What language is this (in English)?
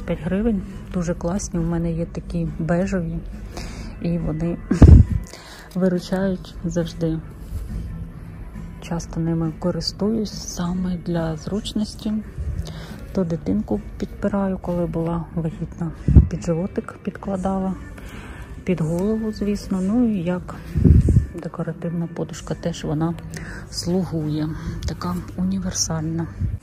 Ukrainian